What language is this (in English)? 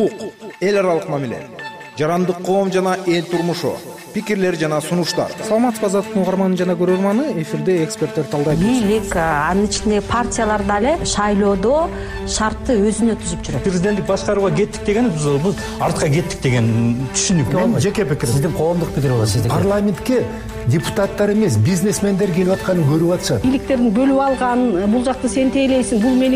Kyrgyz